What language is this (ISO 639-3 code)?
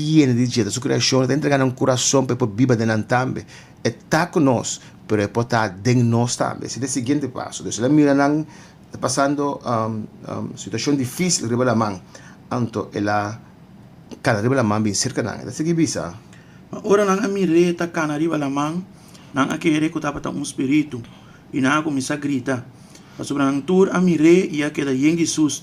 pap